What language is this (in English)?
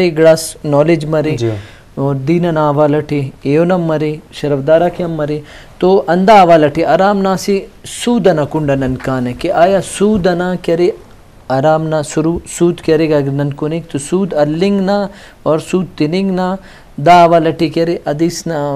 Brahui